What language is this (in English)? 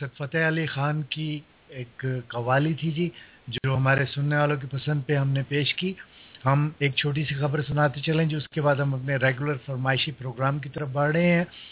Urdu